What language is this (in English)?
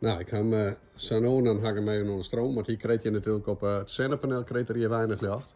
Western Frisian